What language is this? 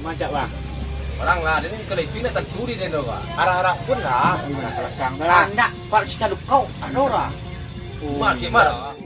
Minangkabau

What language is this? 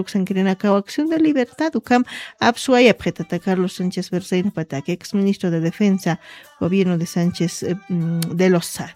Aymara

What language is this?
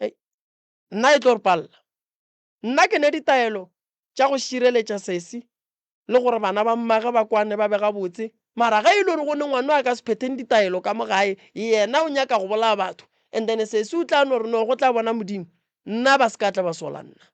Northern Sotho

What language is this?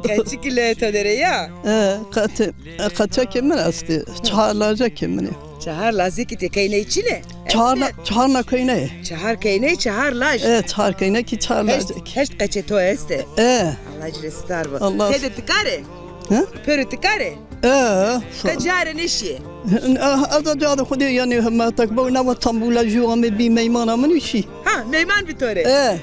Zaza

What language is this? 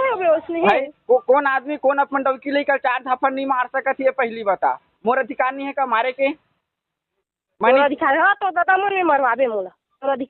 Chhattisgarhi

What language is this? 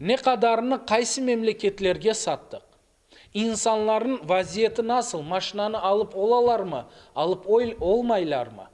Crimean Tatar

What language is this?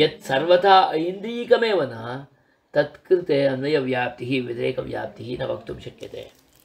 Sanskrit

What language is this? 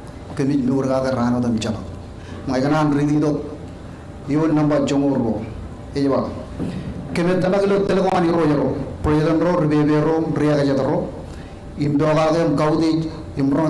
Marshallese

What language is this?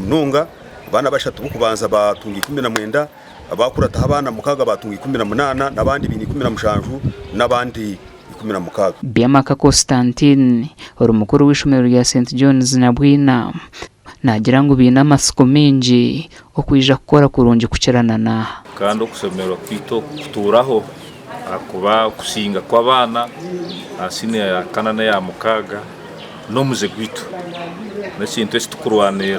Nyankole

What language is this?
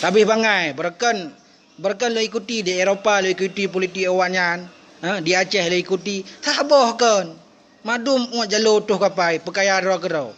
Achinese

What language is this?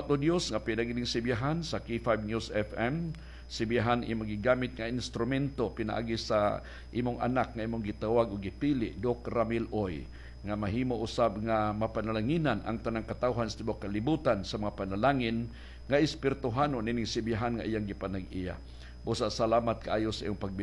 Cebuano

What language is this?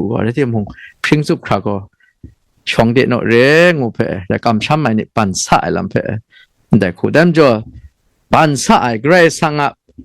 Kachin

